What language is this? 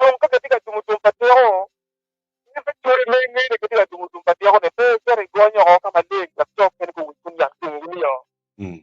Acoli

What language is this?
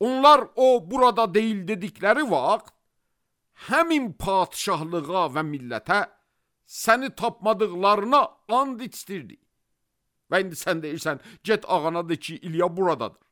Azerbaijani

